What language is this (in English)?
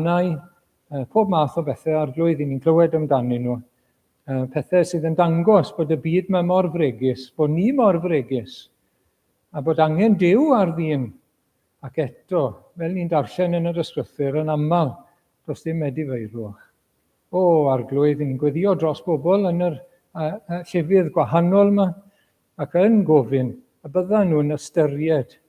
Welsh